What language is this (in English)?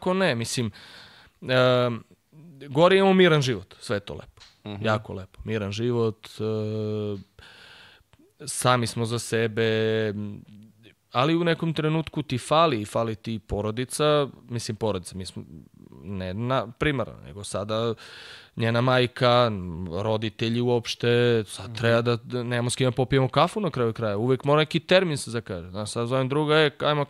Serbian